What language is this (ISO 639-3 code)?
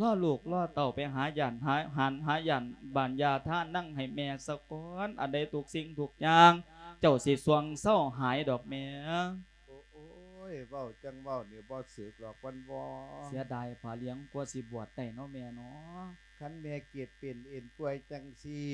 lao